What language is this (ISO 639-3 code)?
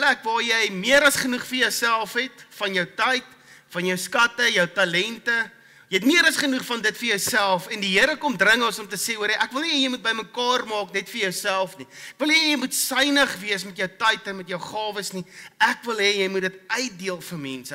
afr